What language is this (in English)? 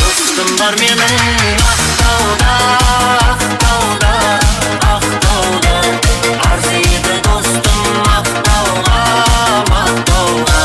Kara-Kalpak